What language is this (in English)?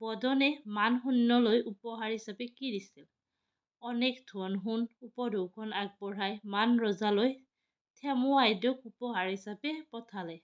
Assamese